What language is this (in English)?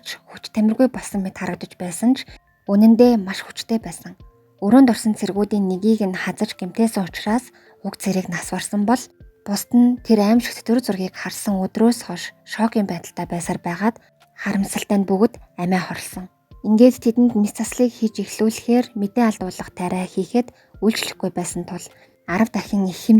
Mongolian